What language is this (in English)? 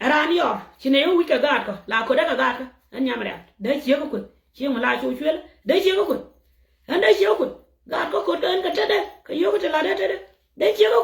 Nuer